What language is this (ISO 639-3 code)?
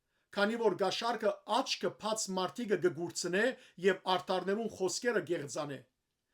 hyw